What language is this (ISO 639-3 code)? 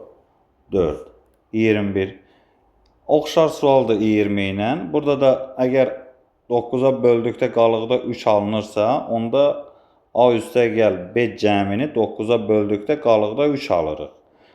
aze